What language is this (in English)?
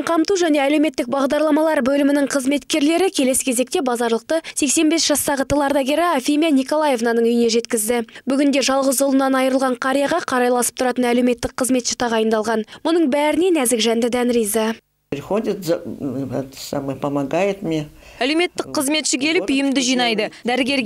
Kazakh